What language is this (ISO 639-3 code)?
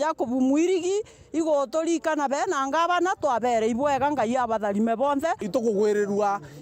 mer